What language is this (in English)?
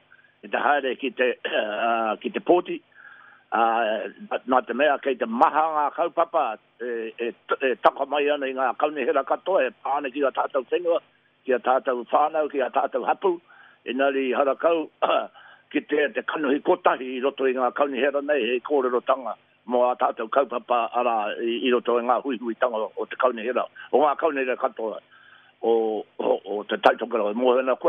Māori